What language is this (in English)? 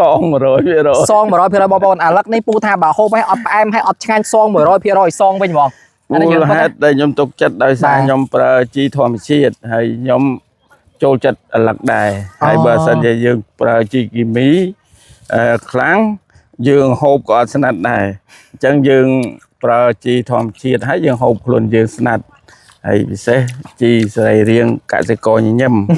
Khmer